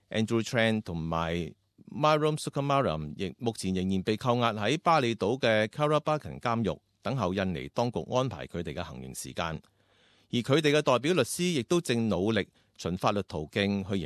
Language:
Cantonese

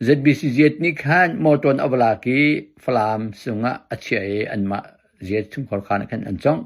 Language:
Hakha Chin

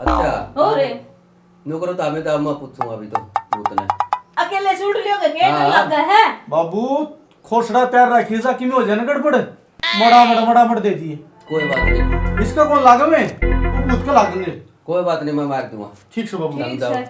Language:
Haryanvi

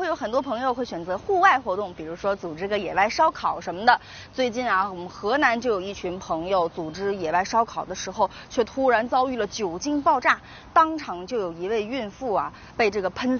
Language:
Chinese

